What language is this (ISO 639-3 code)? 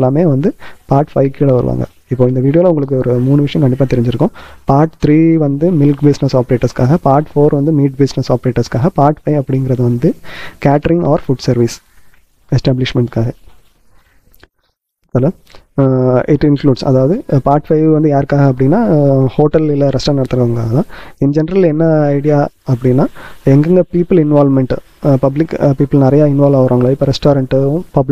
tam